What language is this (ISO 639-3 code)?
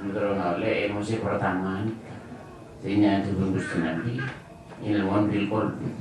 mad